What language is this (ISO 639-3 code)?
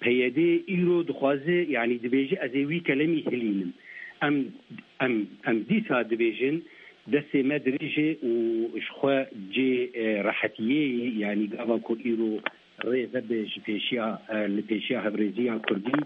kur